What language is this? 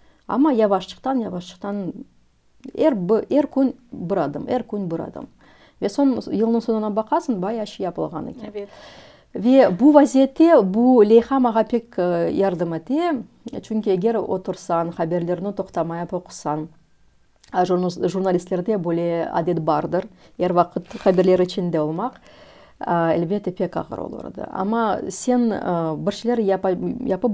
Crimean Tatar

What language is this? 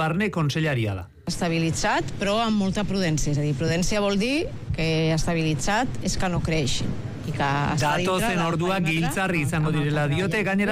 Basque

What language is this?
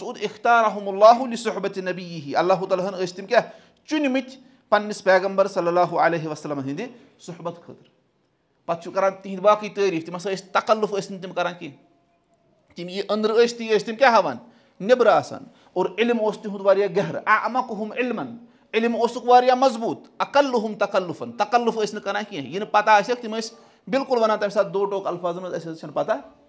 Kashmiri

